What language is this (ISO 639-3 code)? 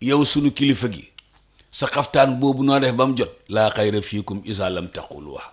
wol